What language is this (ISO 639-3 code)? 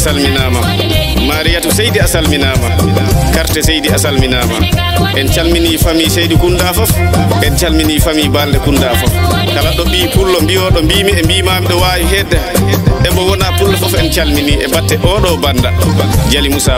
ful